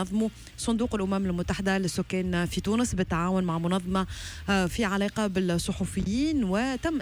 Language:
Tunisian Arabic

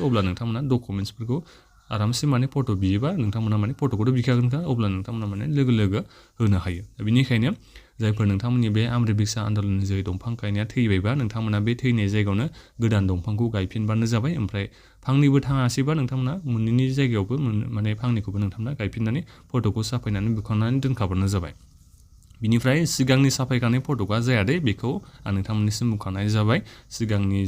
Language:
Bodo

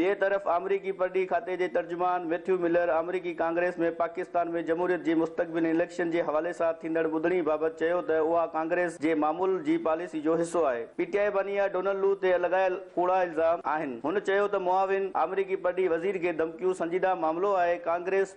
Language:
Sindhi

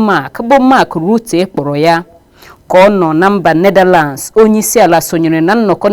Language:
Igbo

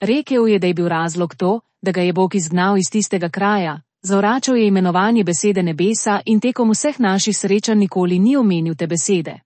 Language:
Slovenian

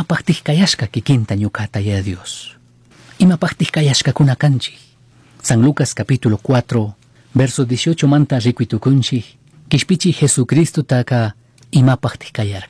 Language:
Chimborazo Highland Quichua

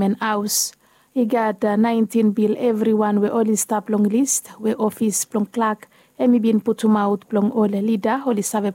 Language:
Bislama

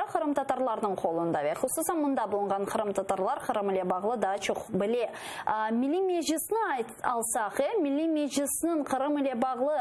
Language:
Crimean Tatar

